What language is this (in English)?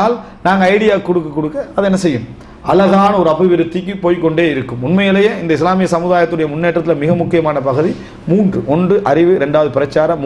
Tamil